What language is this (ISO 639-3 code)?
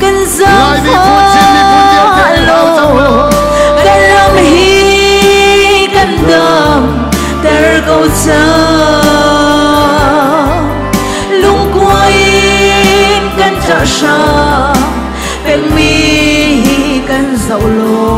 cnh